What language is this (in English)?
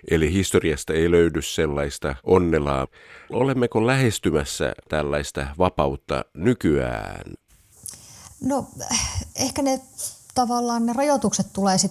Finnish